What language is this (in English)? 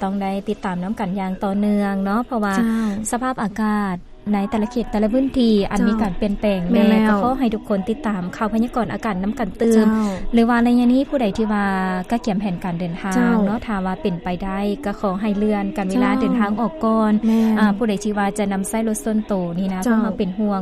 Lao